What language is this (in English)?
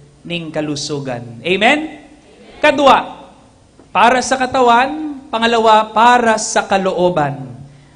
Pampanga